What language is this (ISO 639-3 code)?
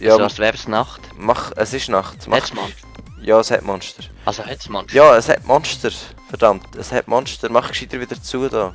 gsw